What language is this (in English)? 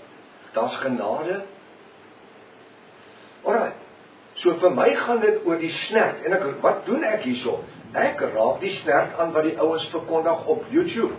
Afrikaans